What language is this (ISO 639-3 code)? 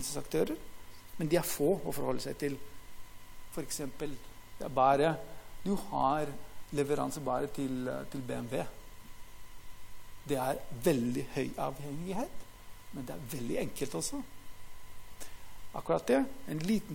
nor